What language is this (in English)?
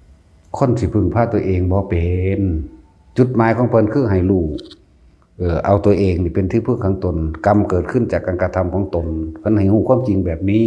Northeastern Thai